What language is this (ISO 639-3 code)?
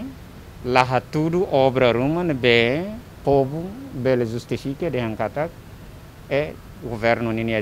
tet